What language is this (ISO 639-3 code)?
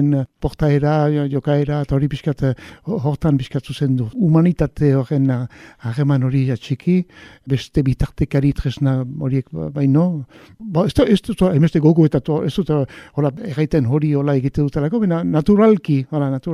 eus